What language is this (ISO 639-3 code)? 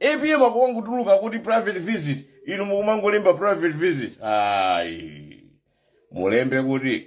nya